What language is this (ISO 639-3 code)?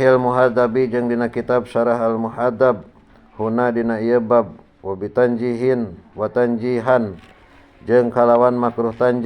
sun